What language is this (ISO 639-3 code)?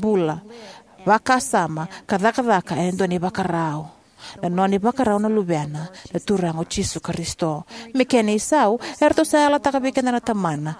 fij